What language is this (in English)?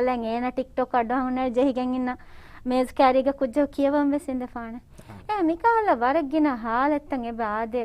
Divehi